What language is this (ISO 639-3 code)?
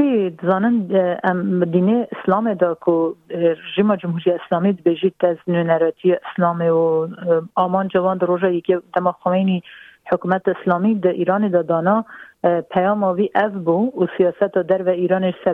kur